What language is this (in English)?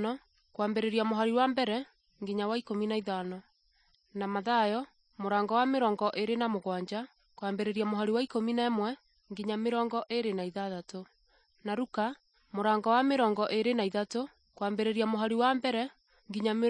Kikuyu